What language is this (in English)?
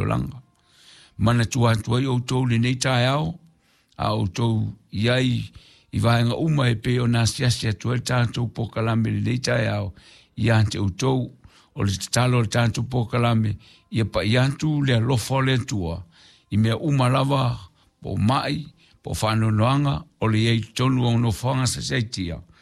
Samoan